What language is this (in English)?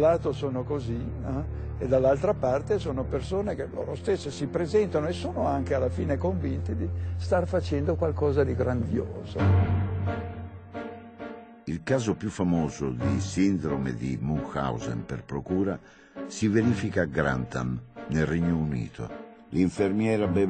Italian